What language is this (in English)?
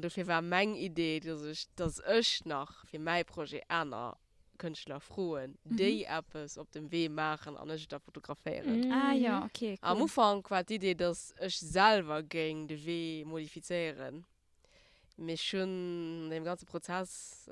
Luxembourgish